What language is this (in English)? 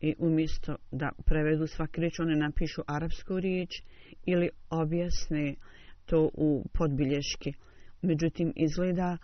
Bosnian